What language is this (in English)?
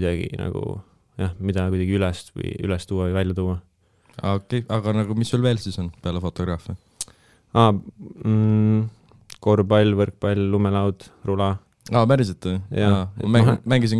Estonian